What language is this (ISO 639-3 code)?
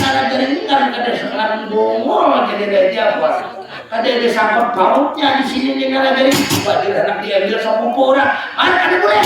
bjn